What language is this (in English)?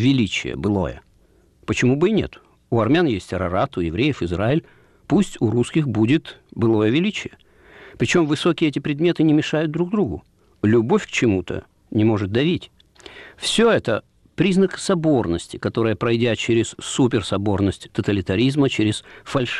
Russian